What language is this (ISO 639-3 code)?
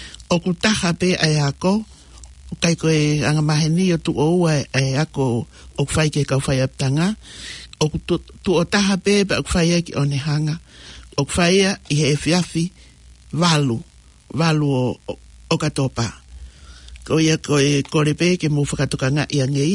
ton